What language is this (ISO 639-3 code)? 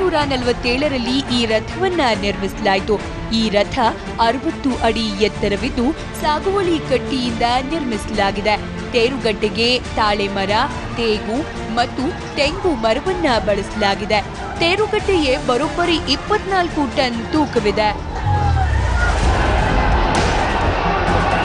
kan